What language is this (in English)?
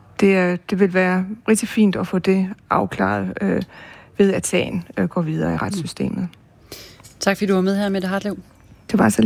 Danish